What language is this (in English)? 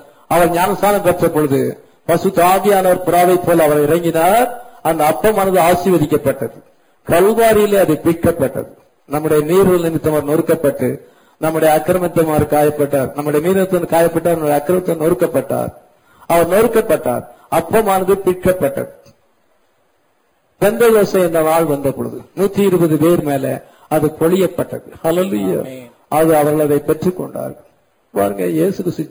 Tamil